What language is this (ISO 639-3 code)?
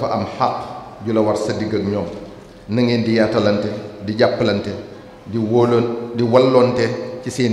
wol